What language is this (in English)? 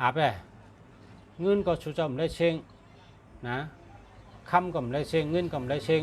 Shan